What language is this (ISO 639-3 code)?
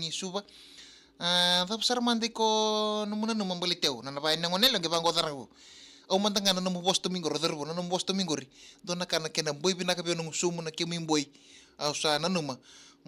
fij